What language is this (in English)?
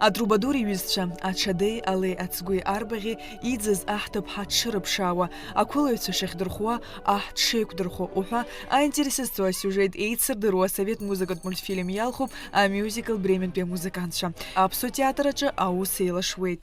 Abkhazian